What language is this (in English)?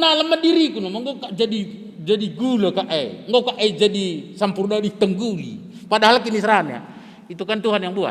Batak Karo